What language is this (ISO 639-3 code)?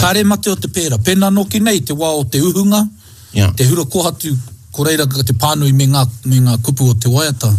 mri